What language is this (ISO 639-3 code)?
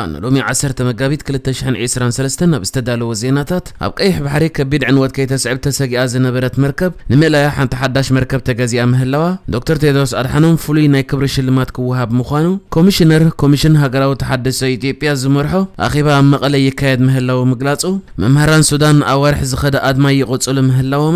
tir